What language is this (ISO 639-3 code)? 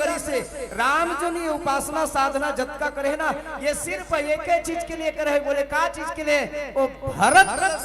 hne